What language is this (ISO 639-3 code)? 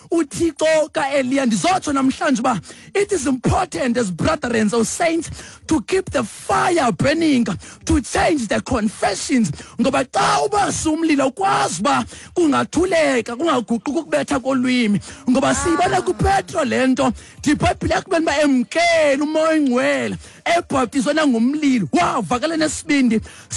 xho